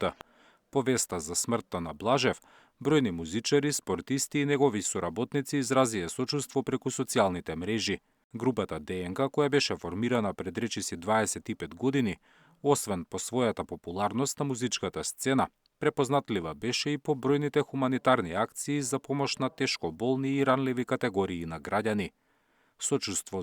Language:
Macedonian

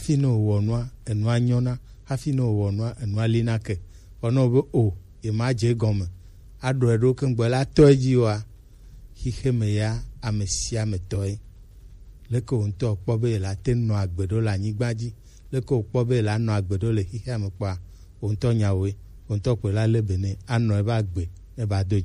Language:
Gen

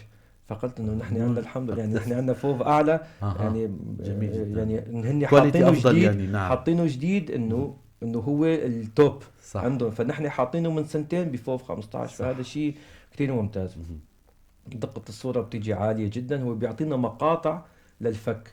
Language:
North Levantine Arabic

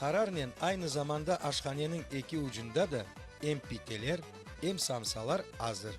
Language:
Crimean Tatar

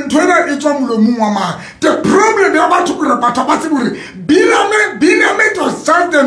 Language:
Southern Sotho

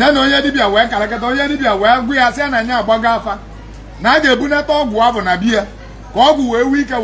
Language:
Igbo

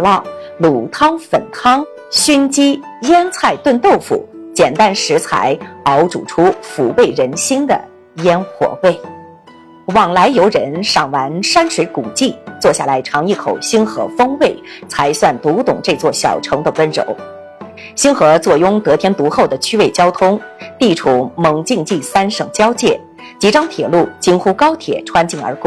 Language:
Chinese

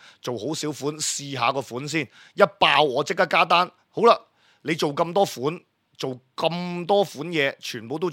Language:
Cantonese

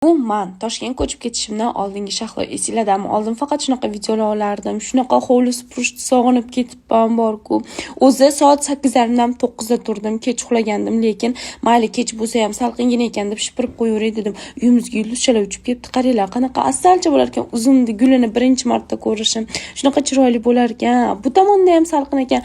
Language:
Uzbek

